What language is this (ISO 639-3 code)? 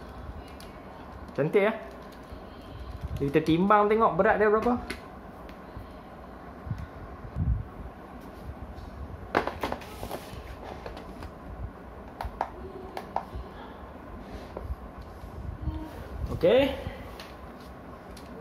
msa